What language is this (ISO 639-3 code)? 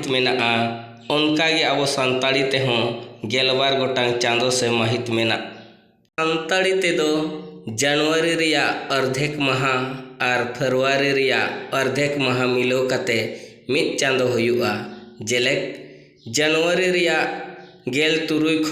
sat